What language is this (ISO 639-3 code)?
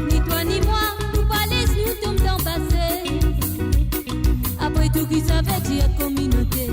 mfe